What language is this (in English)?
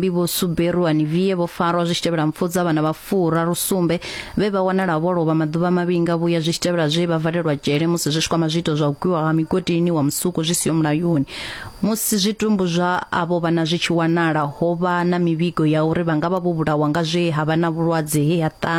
Venda